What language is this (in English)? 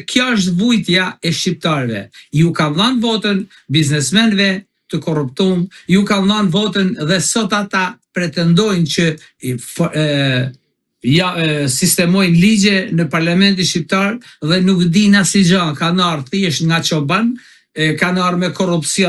Albanian